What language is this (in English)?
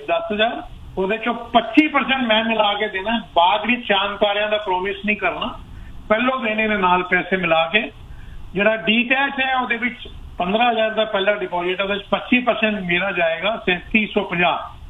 Punjabi